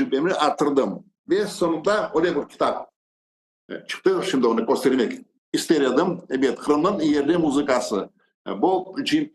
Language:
Crimean Tatar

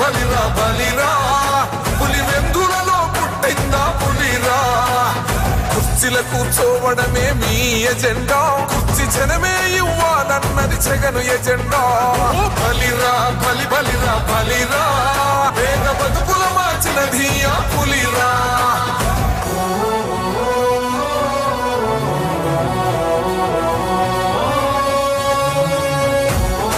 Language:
Telugu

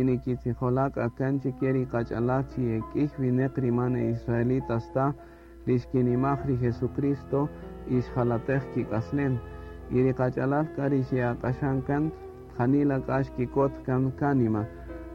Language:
Kaqchikel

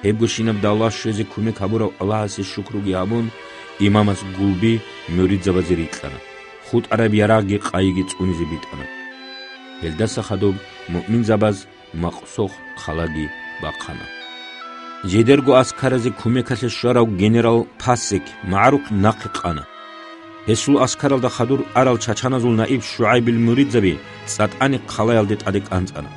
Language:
Avaric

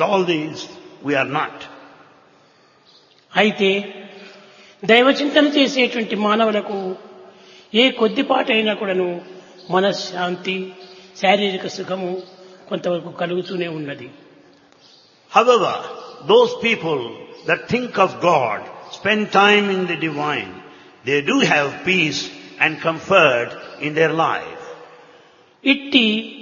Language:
Telugu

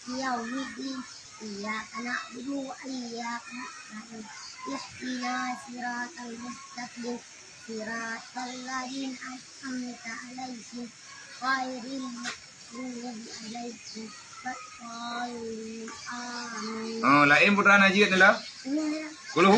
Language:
Achinese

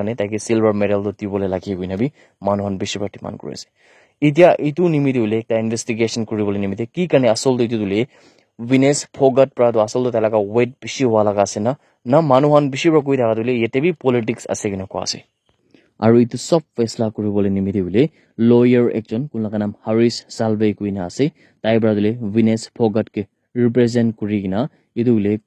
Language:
Naga Pidgin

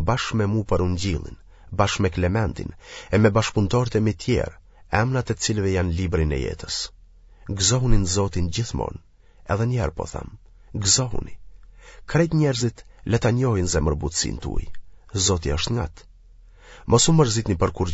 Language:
Albanian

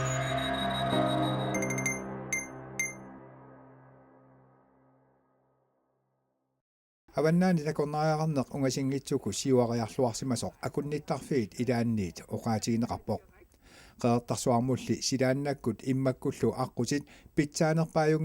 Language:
Kalaallisut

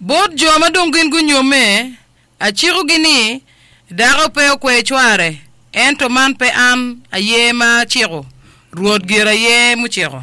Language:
Acoli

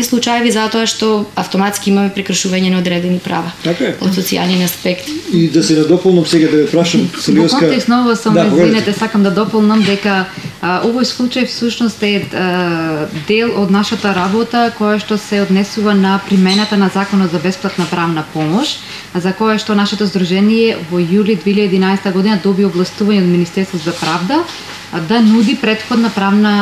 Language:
Macedonian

